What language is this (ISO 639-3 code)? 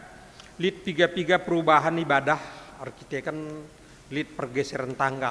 btx